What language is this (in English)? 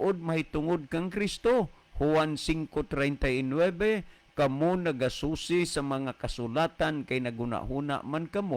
Cebuano